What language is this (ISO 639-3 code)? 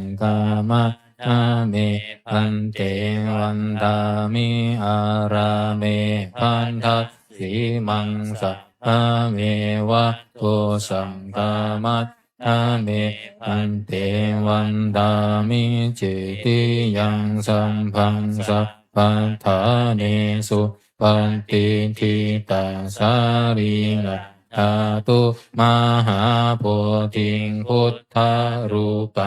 pli